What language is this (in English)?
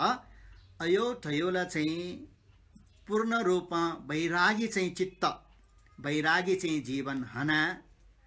Newari